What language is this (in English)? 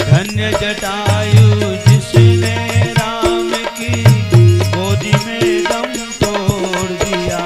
Chhattisgarhi